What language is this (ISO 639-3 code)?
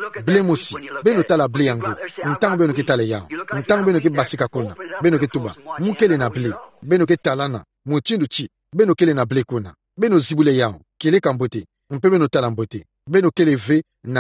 ktu